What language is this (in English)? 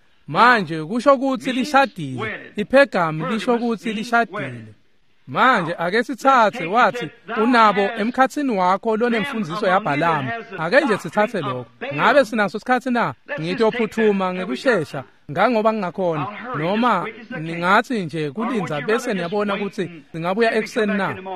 Swati